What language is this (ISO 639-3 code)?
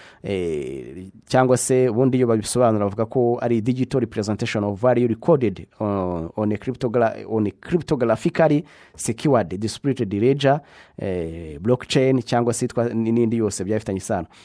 kin